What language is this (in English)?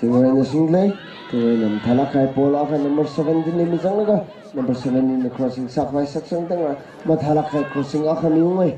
Tangkhul Naga (India)